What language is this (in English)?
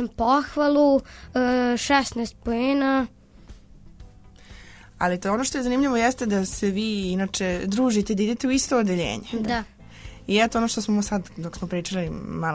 Serbian